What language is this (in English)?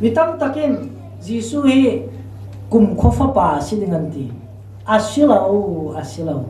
Falam Chin